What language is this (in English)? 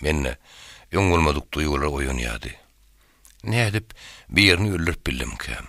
Turkmen